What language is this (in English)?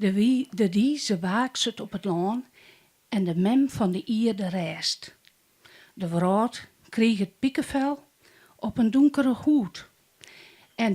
Western Frisian